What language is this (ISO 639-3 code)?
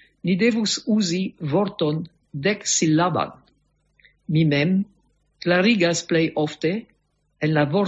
epo